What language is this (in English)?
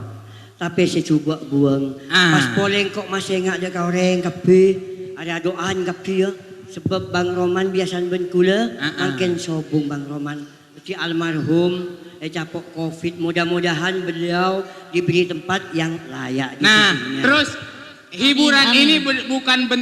Madurese